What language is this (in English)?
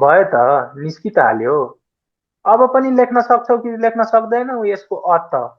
Nepali